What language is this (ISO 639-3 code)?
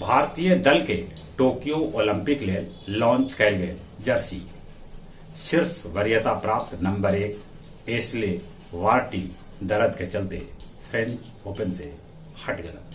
mag